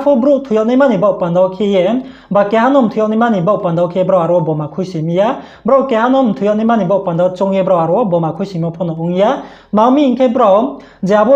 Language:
Riang (India)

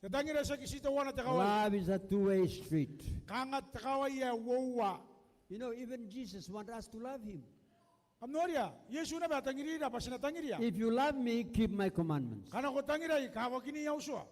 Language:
Gilbertese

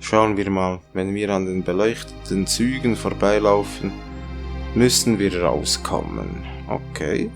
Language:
Swiss German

